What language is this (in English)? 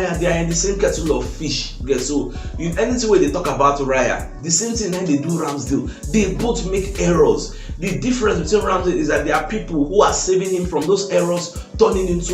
Nigerian Pidgin